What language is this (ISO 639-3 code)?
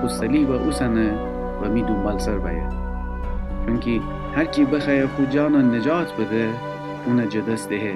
glk